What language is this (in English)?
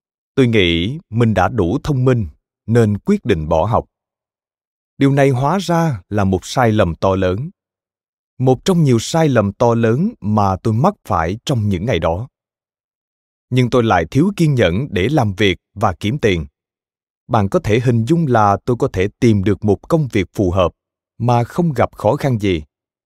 Vietnamese